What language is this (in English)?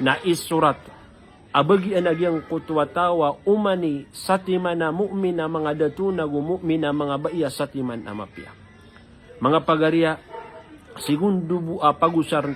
Maranao